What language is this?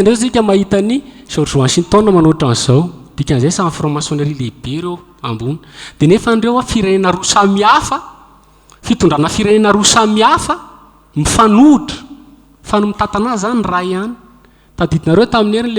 Malagasy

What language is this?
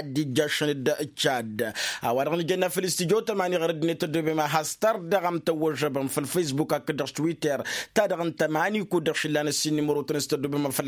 Tamasheq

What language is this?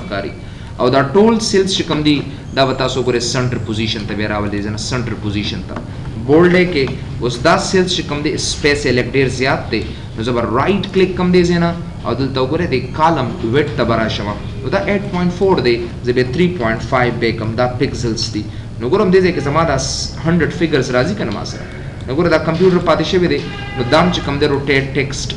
Pashto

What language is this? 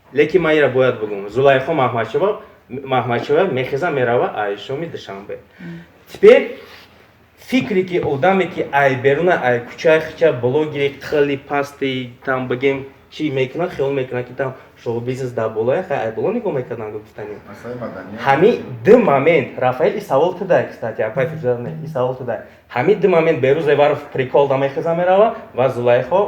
Tajik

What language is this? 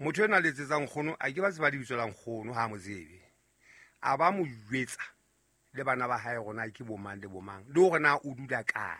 Southern Sotho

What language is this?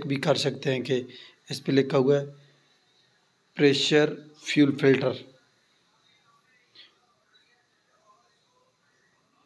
Hindi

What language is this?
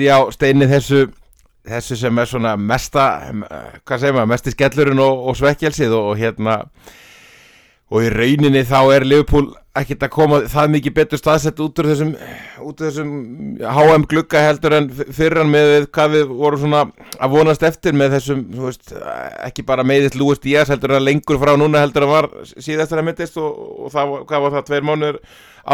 Icelandic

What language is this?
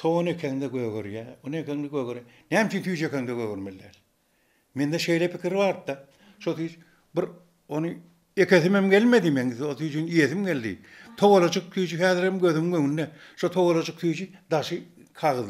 Turkmen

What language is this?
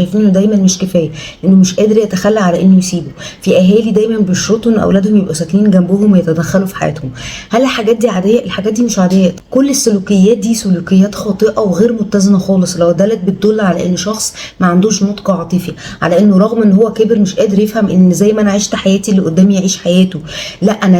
Egyptian Arabic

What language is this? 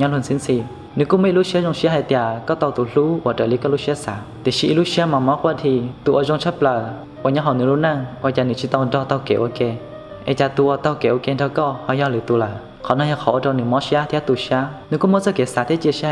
Hmong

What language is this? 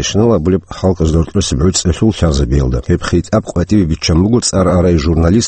Avaric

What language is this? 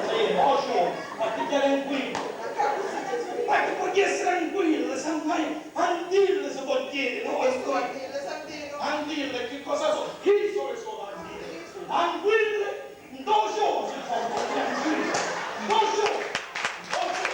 Sicilian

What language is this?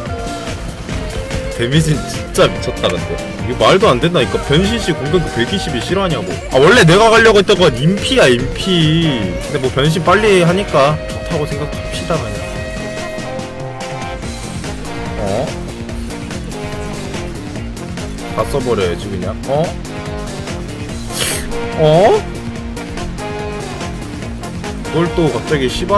Korean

